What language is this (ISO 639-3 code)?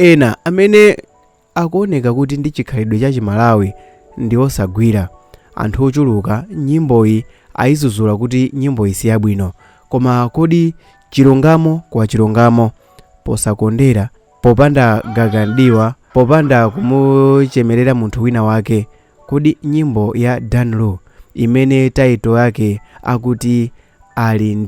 nya